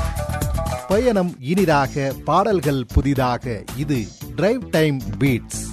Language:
Tamil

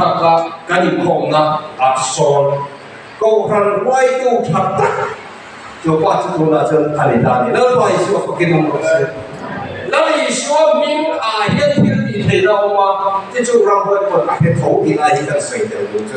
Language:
Mizo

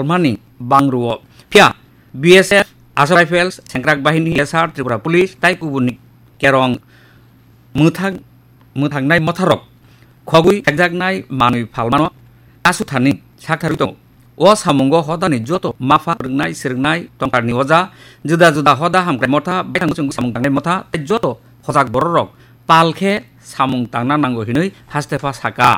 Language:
Kok Borok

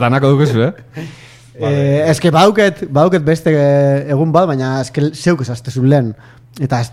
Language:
Basque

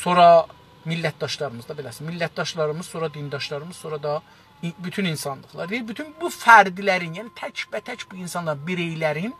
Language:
South Azerbaijani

